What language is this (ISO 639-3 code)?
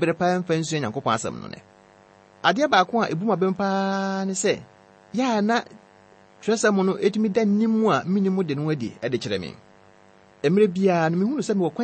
aka